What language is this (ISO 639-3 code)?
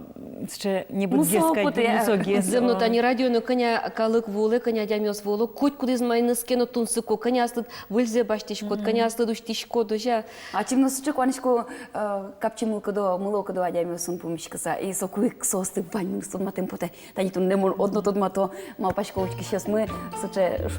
udm